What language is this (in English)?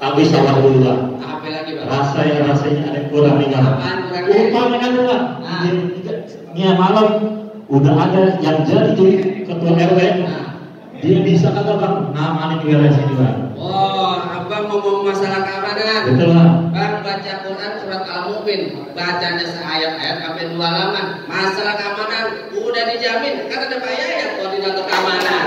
Betawi